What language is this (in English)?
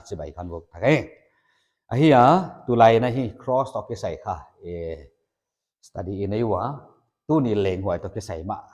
Paite Chin